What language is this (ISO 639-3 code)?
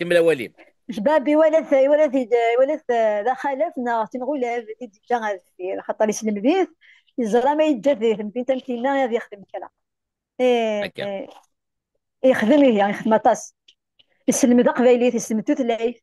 kab